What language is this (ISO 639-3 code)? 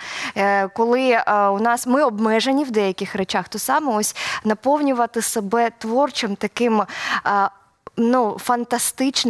ukr